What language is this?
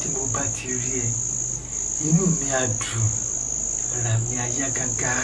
Yoruba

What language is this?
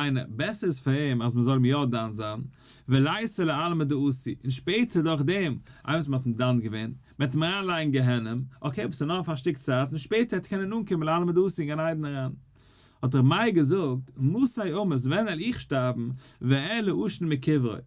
Yiddish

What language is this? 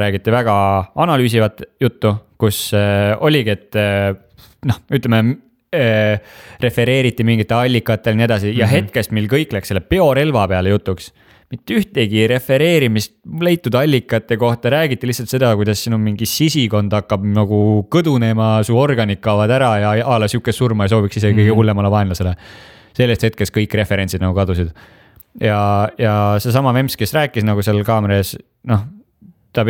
Estonian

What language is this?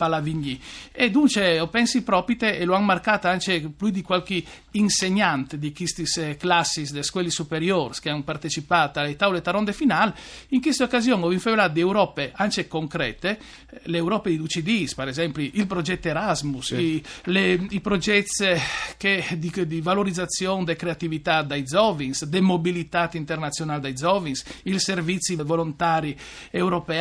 Friulian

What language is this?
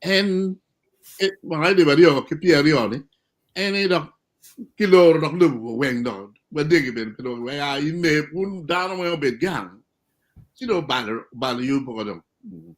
Acoli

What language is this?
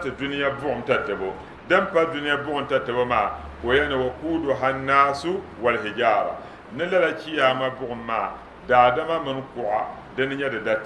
Dagbani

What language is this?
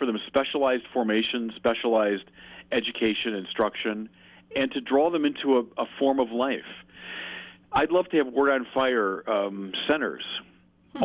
English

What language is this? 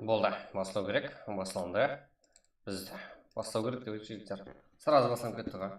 Kara-Kalpak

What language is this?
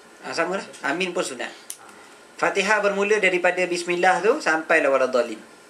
Malay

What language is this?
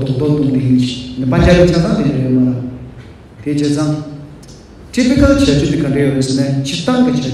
Tibetan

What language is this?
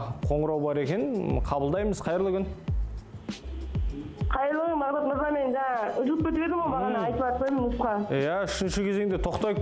Kazakh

